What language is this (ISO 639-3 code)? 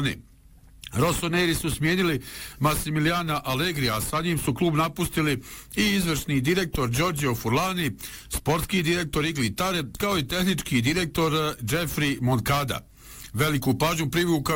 bos